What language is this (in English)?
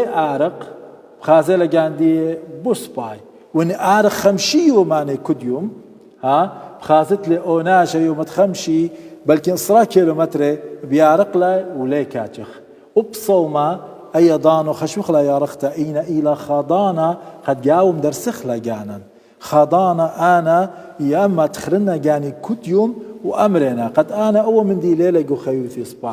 Assyrian Neo-Aramaic